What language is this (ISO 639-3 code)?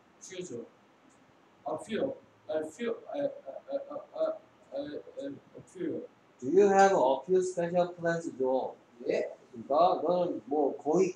kor